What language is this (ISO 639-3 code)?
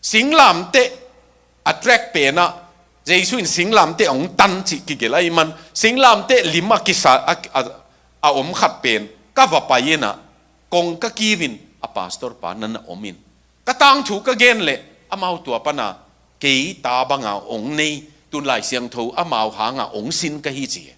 ctd